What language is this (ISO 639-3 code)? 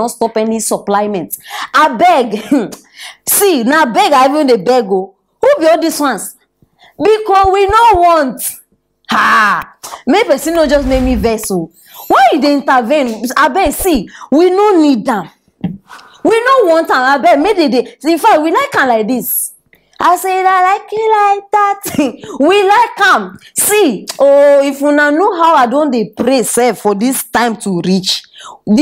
pcm